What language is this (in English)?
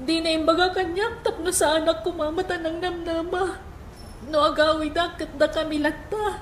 Iloko